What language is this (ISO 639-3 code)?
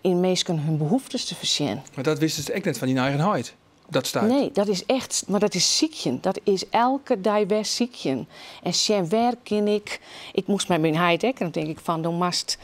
fry